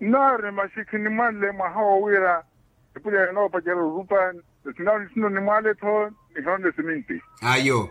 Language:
Makhuwa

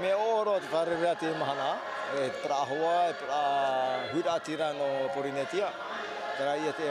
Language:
Tahitian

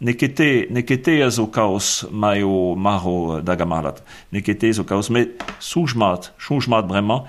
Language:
Breton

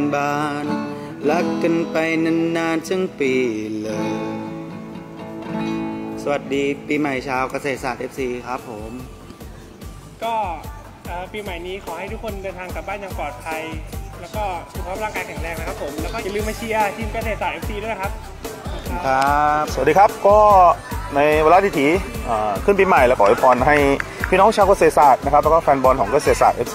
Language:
Thai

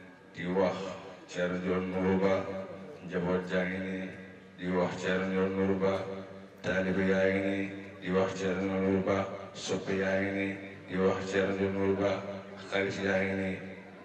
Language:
Wolof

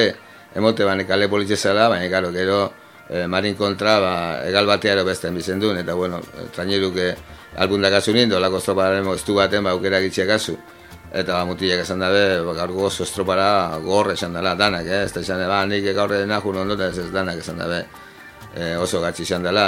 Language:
Basque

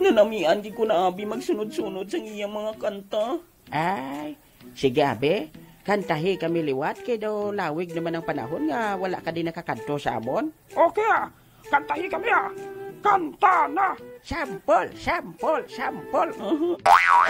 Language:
Hiligaynon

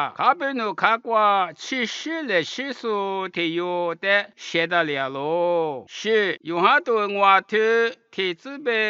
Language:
Lisu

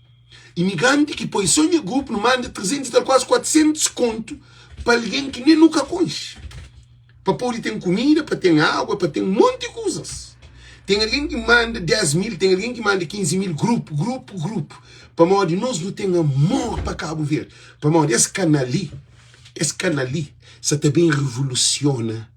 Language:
Kabuverdianu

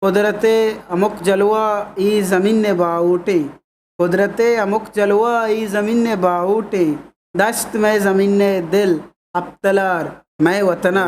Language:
Eastern Balochi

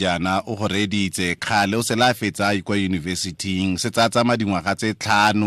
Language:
Tswana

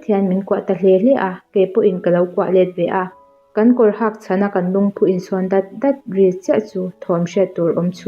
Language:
Mizo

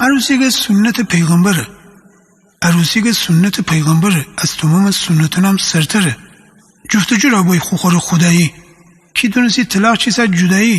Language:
Gilaki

